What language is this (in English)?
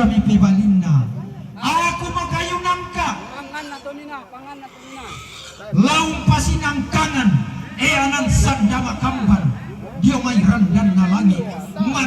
Toraja-Sa'dan